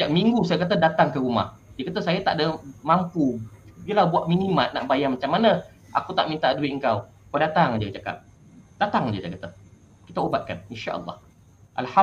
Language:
Malay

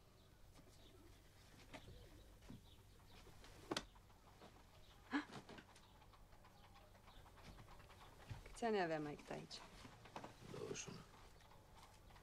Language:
Romanian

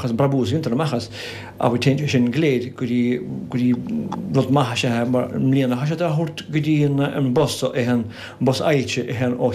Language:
Irish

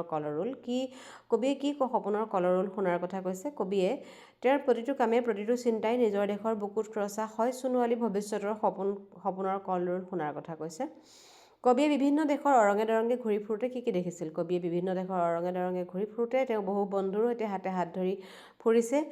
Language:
Assamese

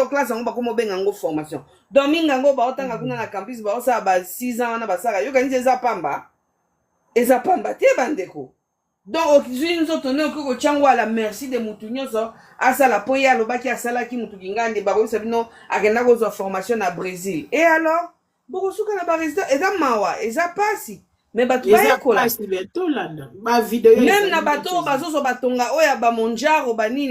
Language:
Lingala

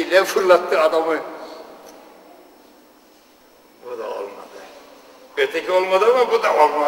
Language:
Turkish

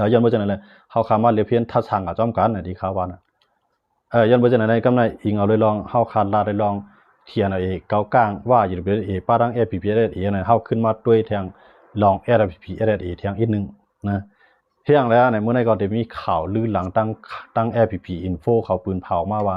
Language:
Shan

